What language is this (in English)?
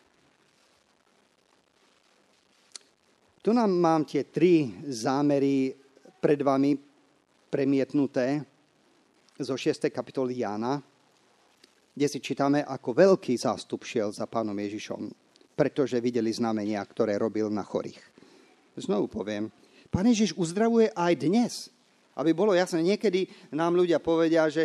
Slovak